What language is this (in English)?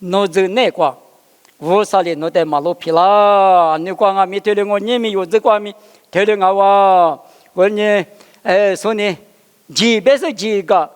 Lisu